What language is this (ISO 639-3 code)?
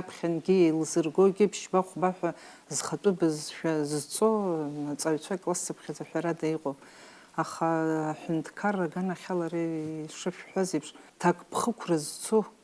abk